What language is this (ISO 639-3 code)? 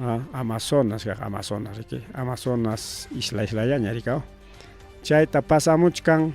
quy